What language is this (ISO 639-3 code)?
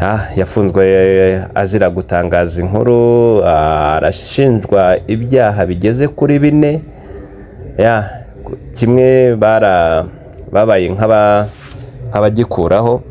kin